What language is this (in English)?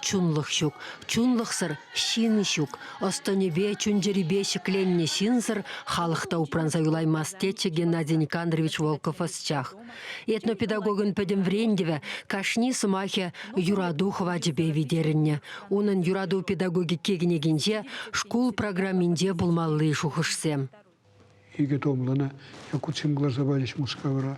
Chuvash